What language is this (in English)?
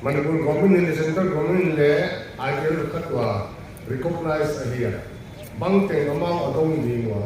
Paite Chin